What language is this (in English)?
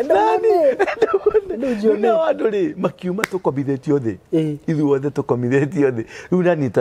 Kikuyu